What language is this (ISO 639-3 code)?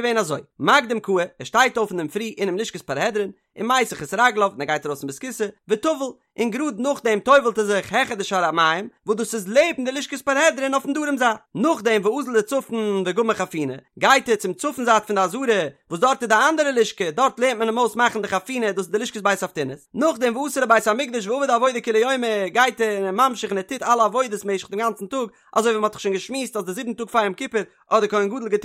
yid